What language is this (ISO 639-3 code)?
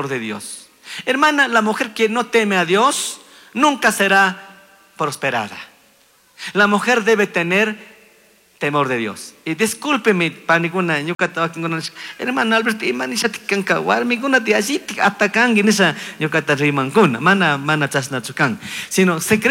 qug